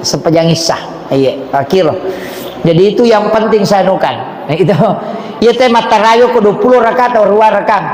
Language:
Buginese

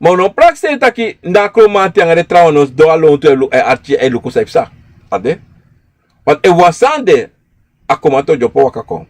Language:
Sranan Tongo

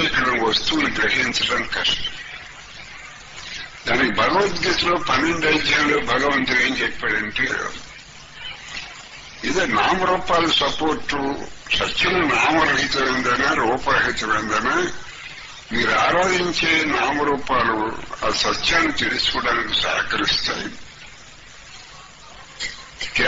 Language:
Telugu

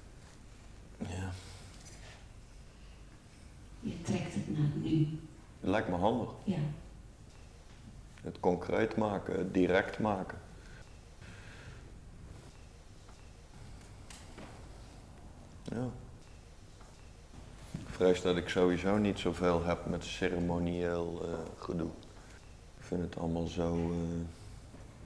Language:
Dutch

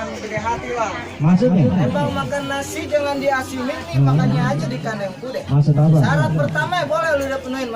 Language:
Betawi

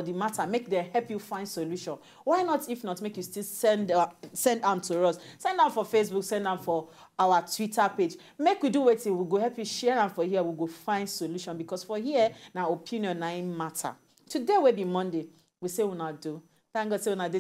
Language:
Nigerian Pidgin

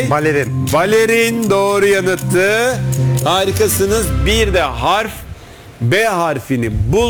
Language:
Turkish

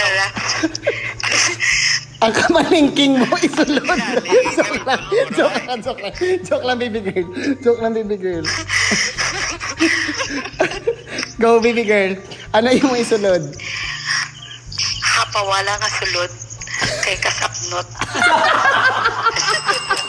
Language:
Filipino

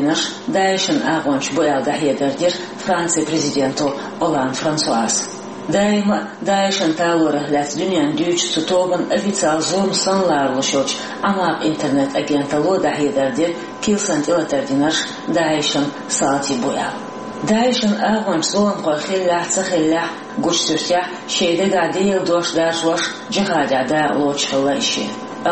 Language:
Chechen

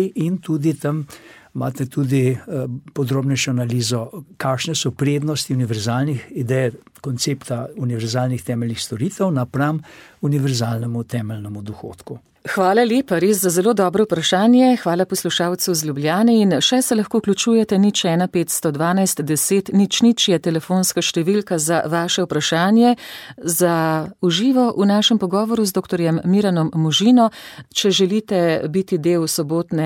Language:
Slovenian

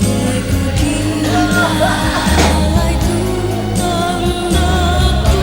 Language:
Toraja-Sa'dan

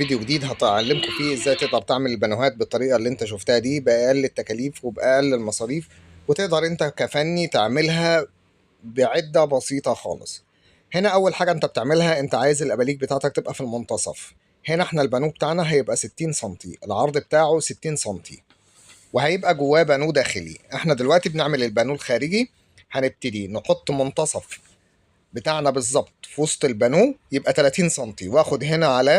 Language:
Egyptian Arabic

